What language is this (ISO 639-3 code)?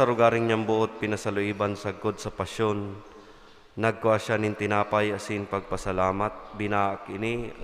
bik